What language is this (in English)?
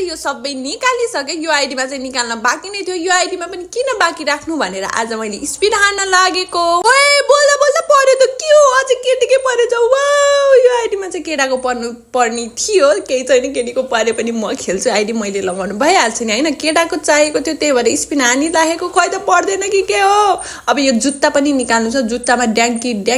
Nepali